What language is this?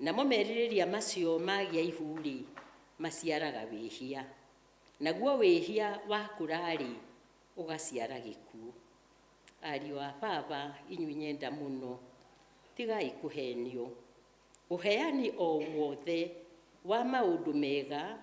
Kikuyu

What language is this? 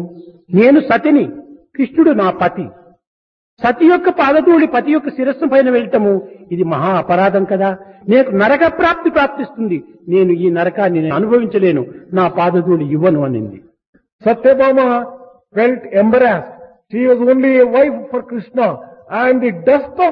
Telugu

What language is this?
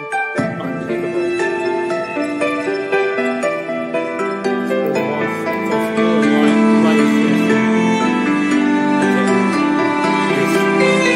English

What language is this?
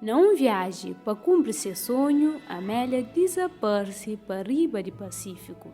Kabuverdianu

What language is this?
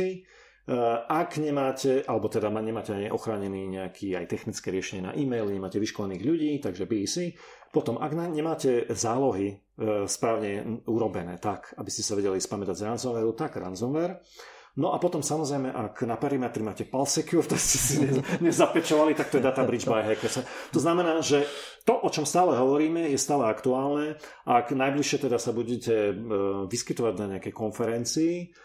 Slovak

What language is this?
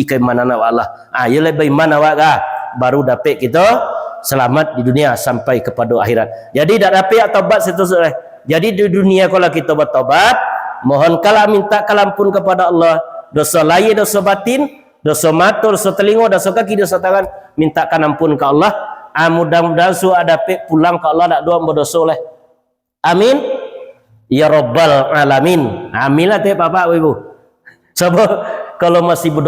Minangkabau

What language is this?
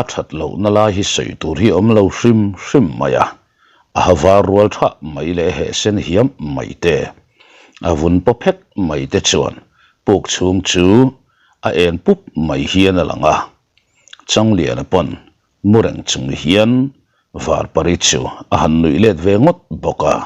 Mizo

